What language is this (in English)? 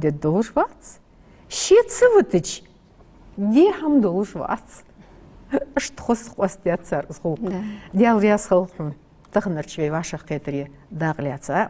Ingush